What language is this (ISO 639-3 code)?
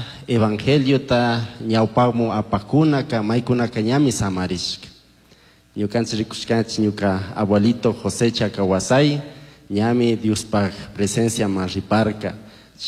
qug